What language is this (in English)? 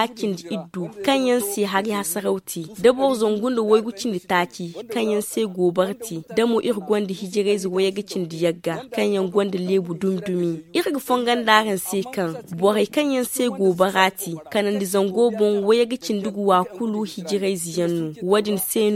Zarma